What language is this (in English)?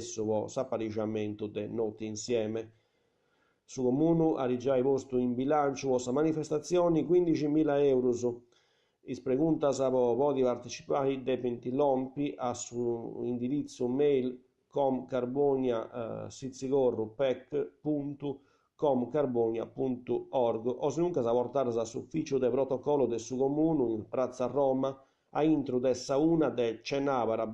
Sardinian